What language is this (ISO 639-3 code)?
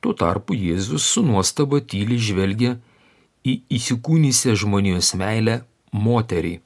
lit